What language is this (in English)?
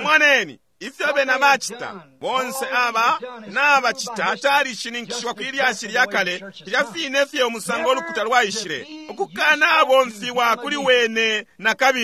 Bemba